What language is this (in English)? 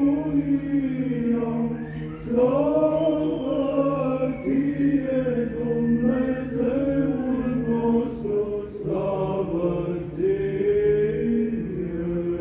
Romanian